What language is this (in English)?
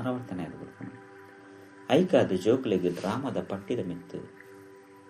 Tulu